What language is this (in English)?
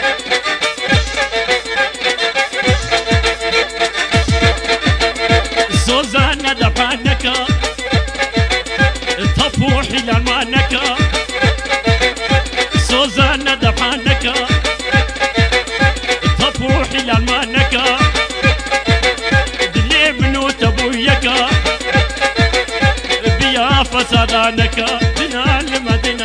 Kurdish